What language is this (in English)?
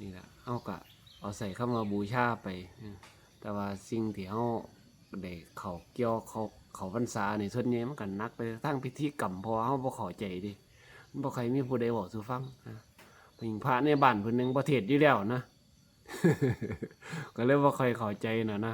Lao